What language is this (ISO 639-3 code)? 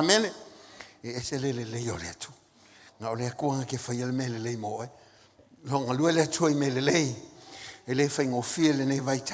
smo